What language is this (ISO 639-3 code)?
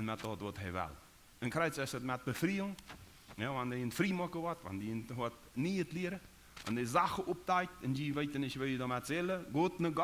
pdt